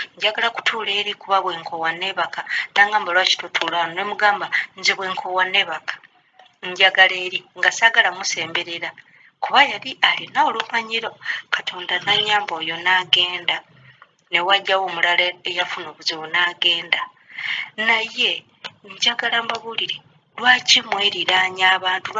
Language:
Ganda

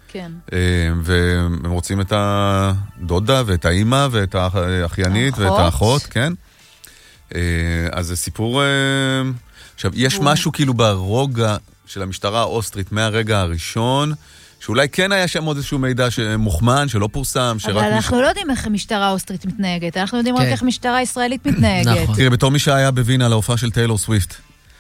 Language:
Hebrew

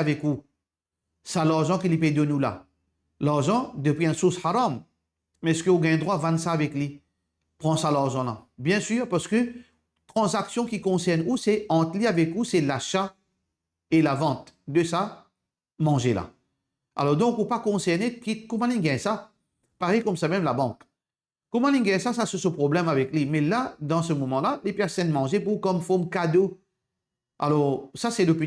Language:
Morisyen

